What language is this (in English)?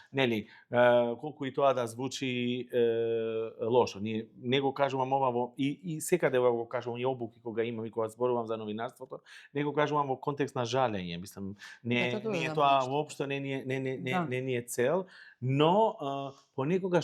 Macedonian